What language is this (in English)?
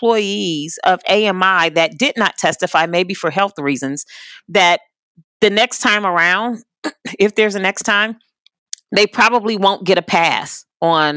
English